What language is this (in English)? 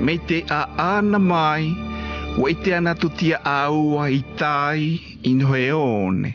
South Marquesan